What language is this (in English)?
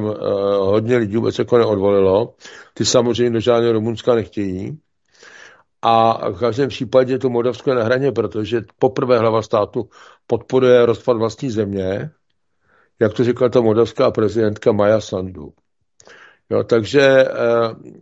Czech